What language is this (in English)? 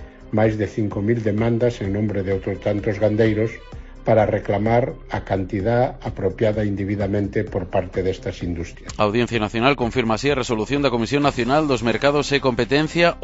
Galician